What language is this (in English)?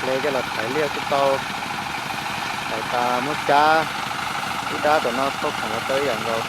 Hmong